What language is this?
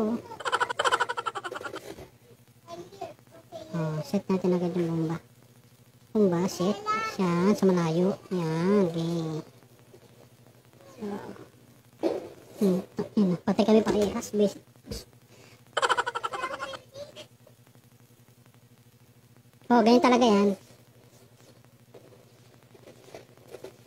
Filipino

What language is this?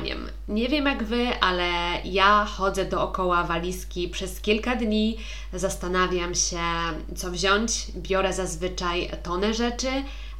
Polish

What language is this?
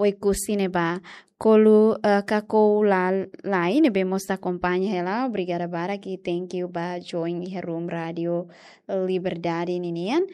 Tetum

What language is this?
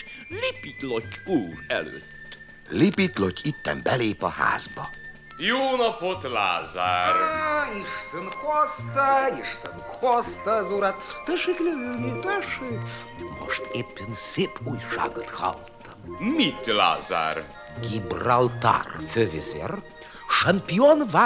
Hungarian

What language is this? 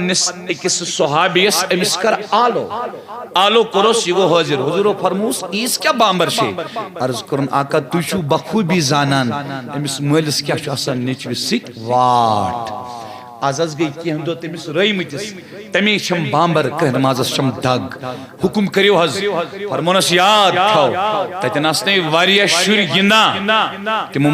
Kashmiri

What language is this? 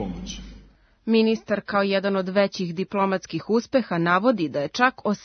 Serbian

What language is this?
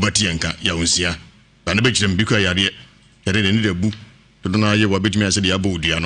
Akan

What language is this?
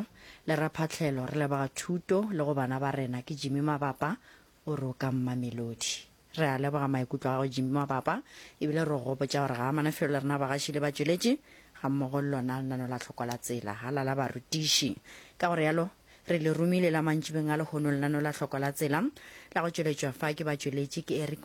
Northern Sotho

